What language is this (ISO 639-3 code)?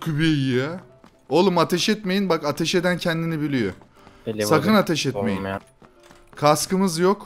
tur